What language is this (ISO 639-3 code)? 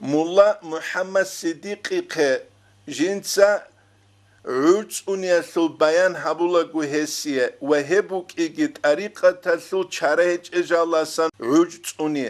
ava